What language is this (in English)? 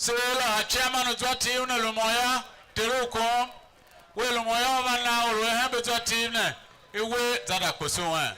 Tiv